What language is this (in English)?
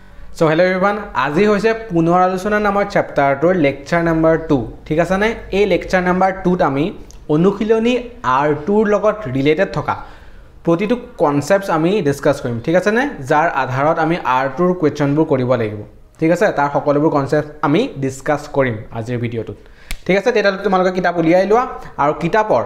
Assamese